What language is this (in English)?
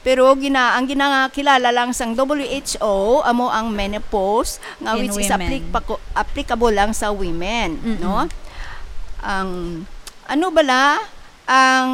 Hiligaynon